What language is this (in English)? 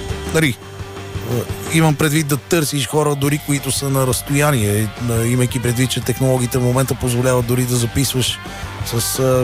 Bulgarian